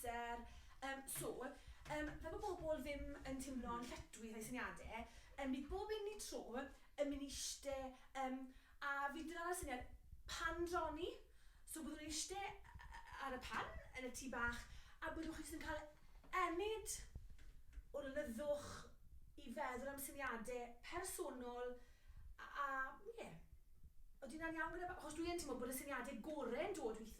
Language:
Welsh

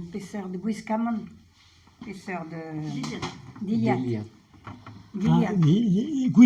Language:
Breton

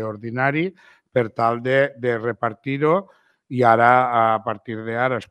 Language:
Catalan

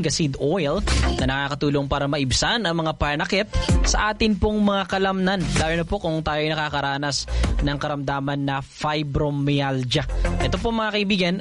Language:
Filipino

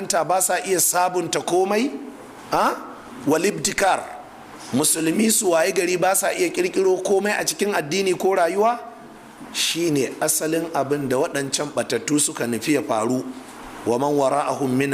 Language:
Hausa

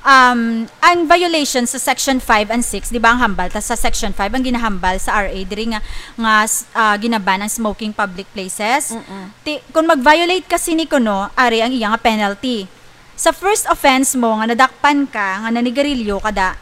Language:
Hiligaynon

